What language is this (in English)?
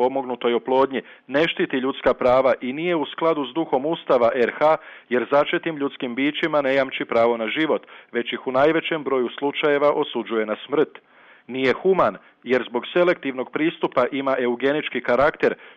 Croatian